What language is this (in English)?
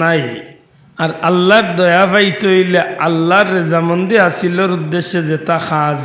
Sylheti